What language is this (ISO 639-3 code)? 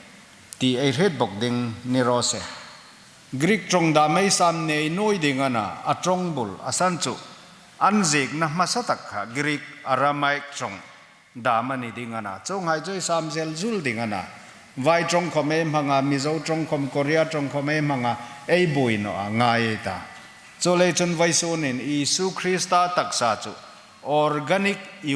hmr